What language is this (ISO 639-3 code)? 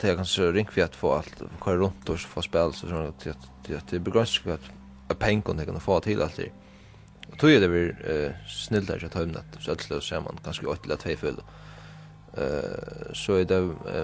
fao